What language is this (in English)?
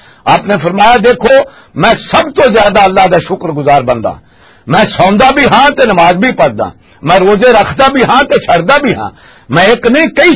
Western Panjabi